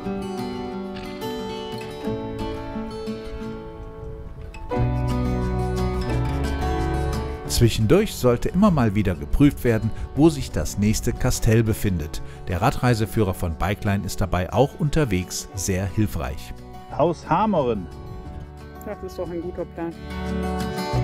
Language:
German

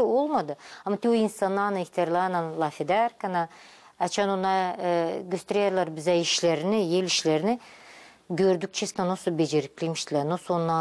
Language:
Gagauz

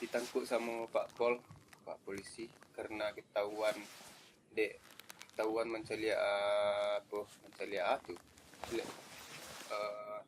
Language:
Minangkabau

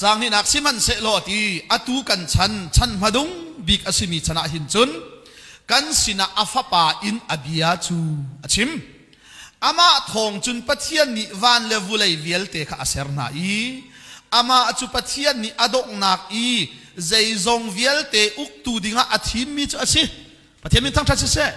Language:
Hakha Chin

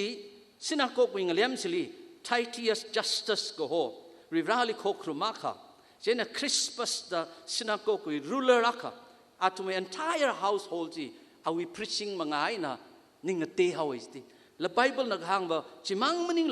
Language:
Tangkhul Naga (India)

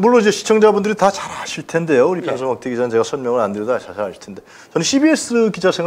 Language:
Korean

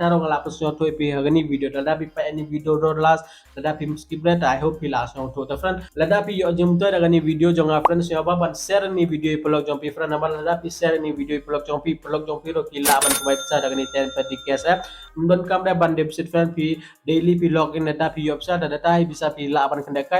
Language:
Khasi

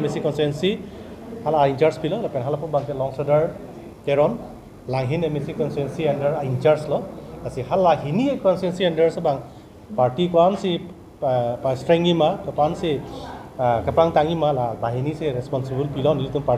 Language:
Karbi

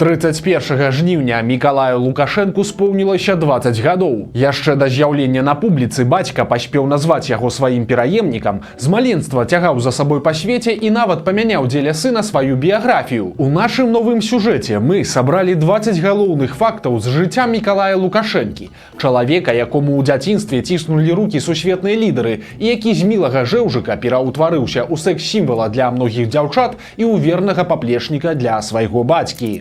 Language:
Belarusian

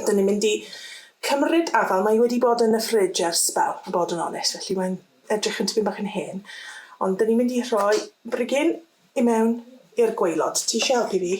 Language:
Welsh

